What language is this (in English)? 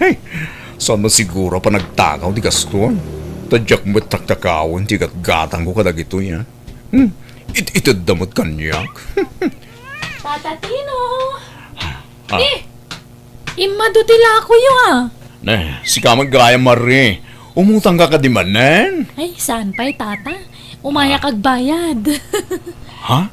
Iloko